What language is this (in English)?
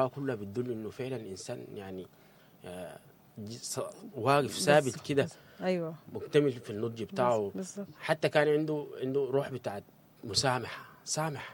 Sudanese Arabic